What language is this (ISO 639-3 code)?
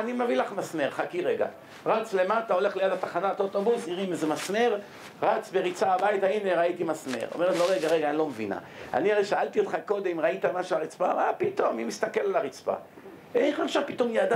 heb